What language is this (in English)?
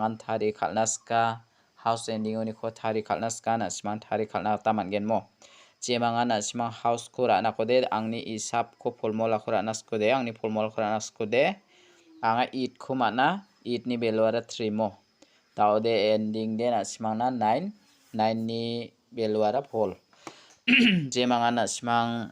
Garo